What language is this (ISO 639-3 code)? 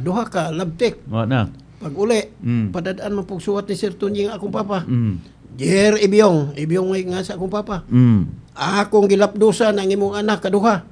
ceb